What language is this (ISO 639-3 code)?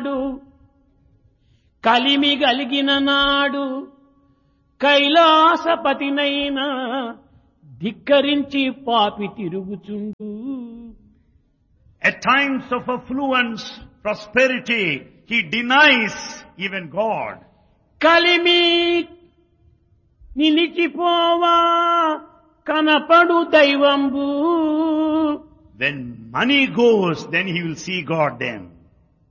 tel